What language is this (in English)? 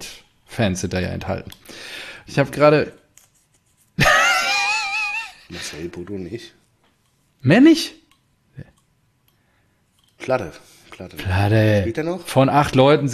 German